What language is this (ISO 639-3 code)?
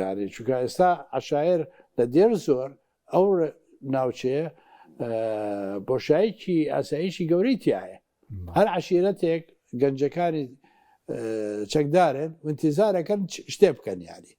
ckb